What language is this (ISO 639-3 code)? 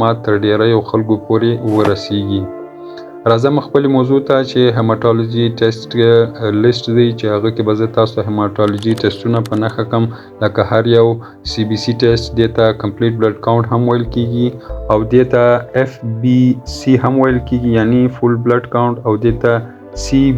pus